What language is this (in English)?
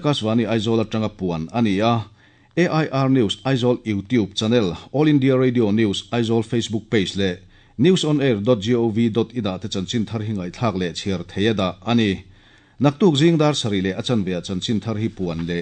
Mizo